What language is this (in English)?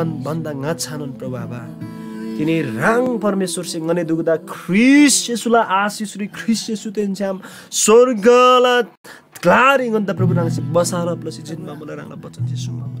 Eastern Tamang